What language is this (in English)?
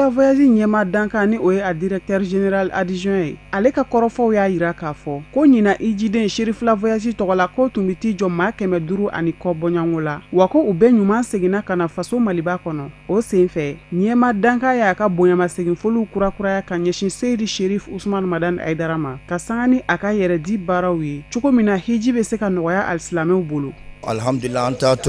Bambara